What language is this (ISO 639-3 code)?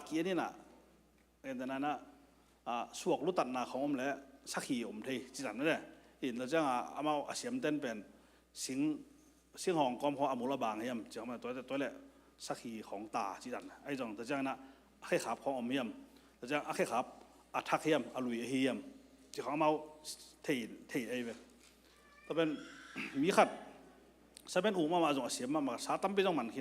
ctd